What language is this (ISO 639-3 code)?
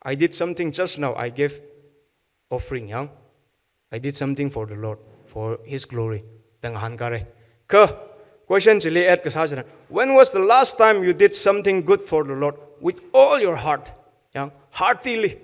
nmf